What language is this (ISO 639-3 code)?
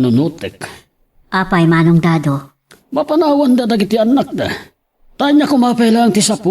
ilo